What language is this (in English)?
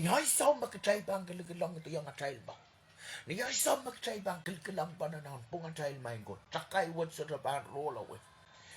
Pohnpeian